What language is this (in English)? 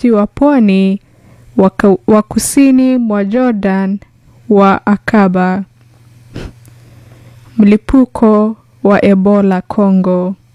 Swahili